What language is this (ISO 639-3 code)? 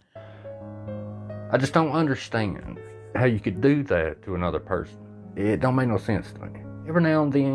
eng